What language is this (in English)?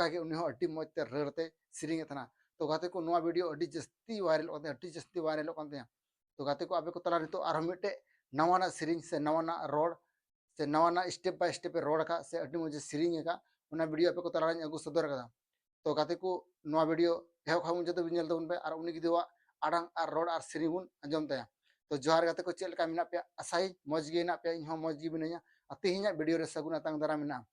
Santali